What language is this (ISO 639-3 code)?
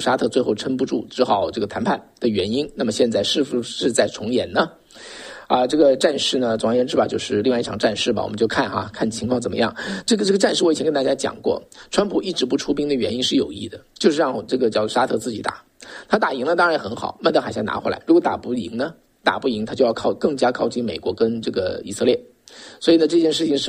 zho